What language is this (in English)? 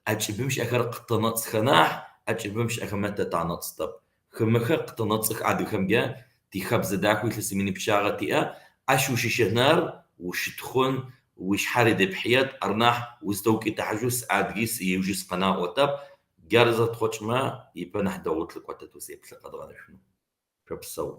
Kabardian